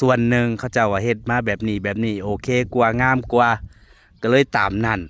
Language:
Northeastern Thai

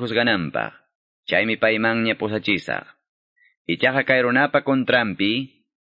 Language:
Quechua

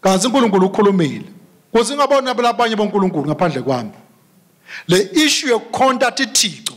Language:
Swati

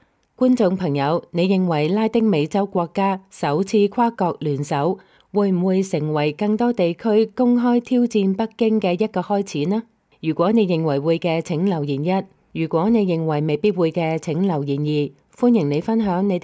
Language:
Cantonese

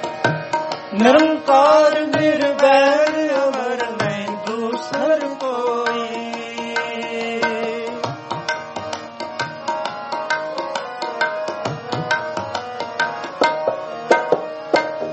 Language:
Punjabi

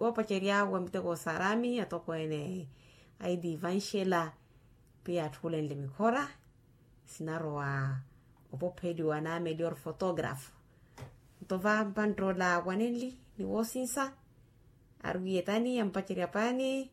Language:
Makhuwa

